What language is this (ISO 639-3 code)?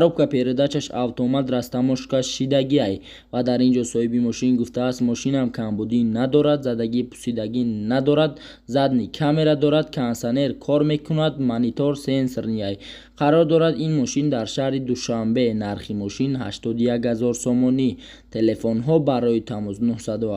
tgk